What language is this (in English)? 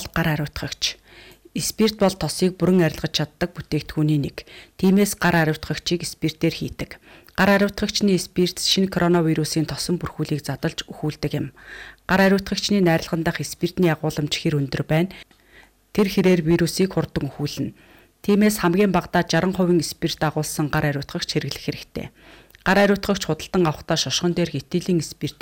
Mongolian